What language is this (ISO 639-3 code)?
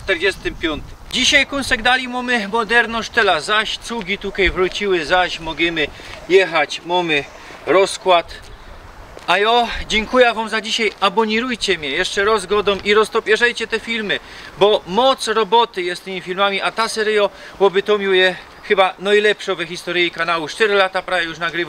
szl